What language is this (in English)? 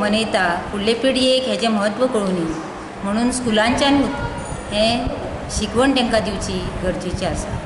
Konkani